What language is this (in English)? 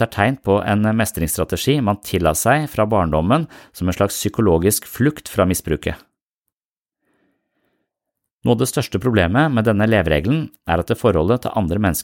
Norwegian